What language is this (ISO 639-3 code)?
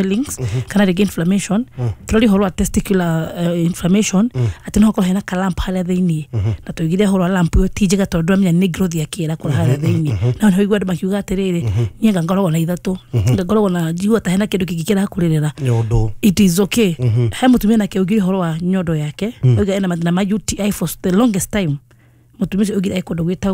kik